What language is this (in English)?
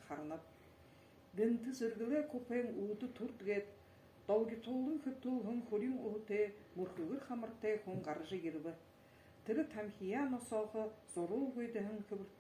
Buriat